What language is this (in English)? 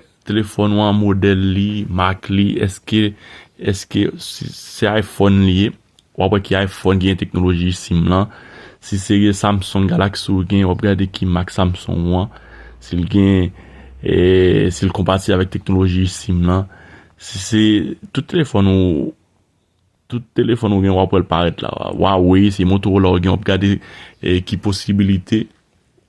Haitian Creole